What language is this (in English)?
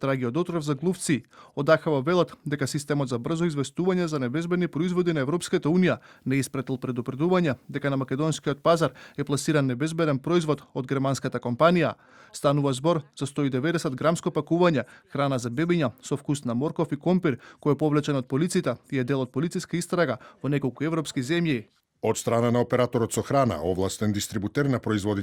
Macedonian